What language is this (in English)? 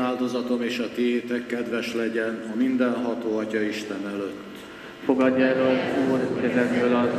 Hungarian